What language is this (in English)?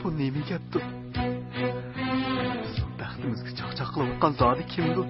Uyghur